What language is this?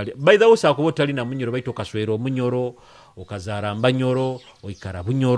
Nyoro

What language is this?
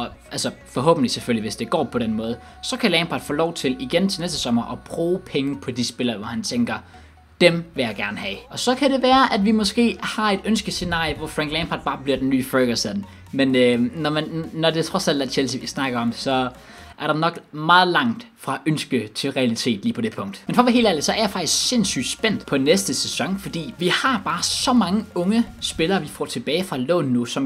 Danish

